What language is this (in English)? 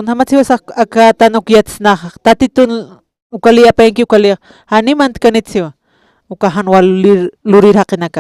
Aymara